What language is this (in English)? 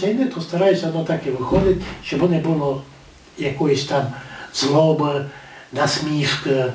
Rusyn